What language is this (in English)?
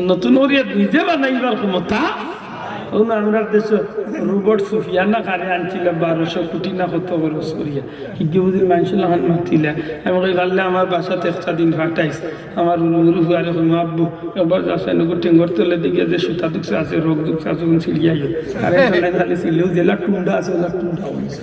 Sylheti